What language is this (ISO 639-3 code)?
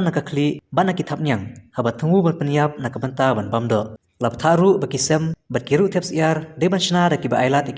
kha